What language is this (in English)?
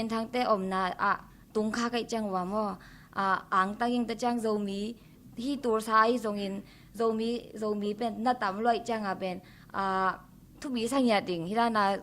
Tedim Chin